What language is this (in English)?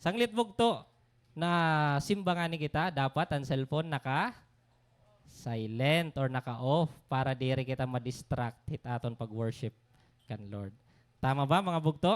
Waray